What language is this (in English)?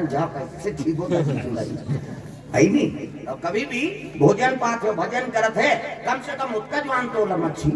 Chhattisgarhi